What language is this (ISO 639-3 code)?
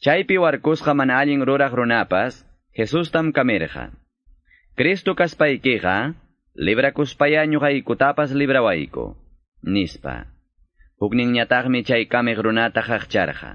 que